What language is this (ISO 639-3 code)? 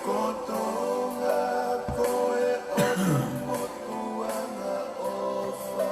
ton